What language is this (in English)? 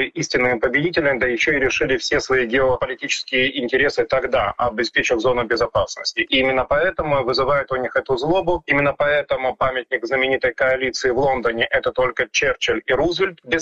Russian